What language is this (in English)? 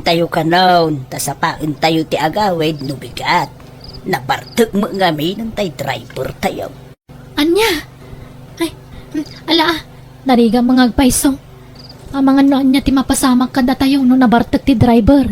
Iloko